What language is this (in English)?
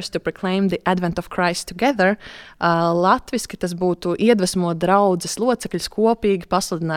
Latvian